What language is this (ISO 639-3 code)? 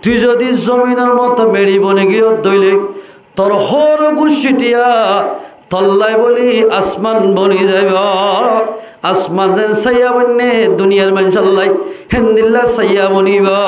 rhg